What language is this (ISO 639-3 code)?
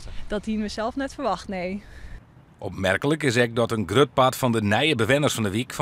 fry